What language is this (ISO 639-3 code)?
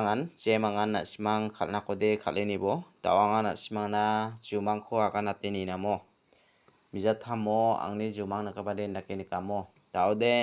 grt